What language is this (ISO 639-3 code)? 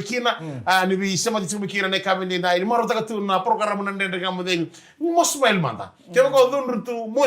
fij